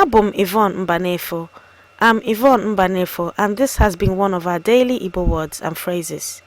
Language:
Igbo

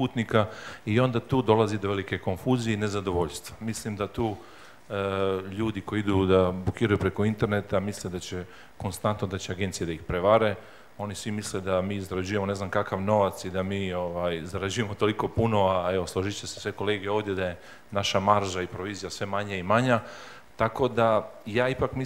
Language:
Serbian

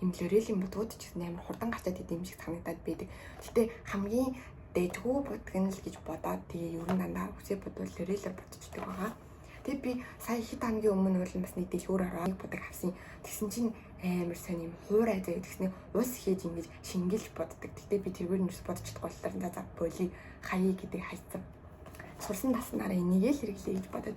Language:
Mongolian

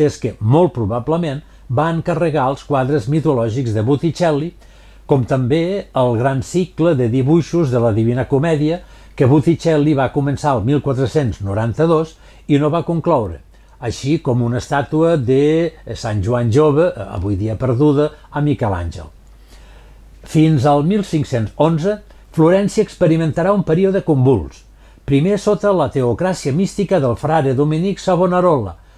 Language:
Catalan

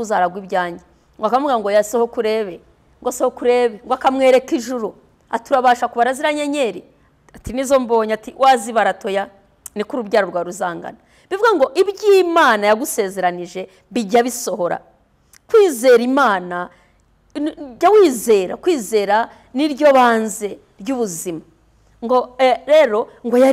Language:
Kinyarwanda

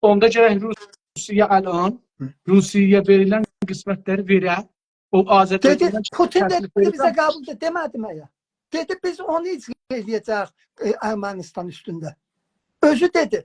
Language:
South Azerbaijani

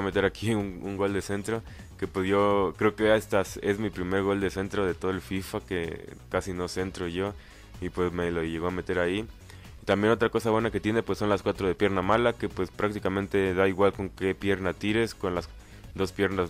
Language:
Spanish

